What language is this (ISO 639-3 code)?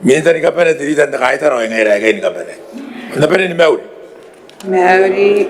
gil